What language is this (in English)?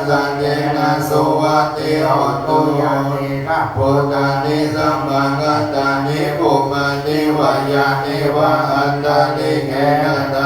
Pali